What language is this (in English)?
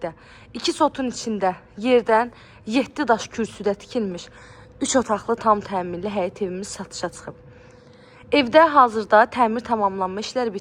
Azerbaijani